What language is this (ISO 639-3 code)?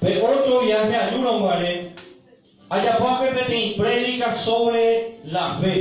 grn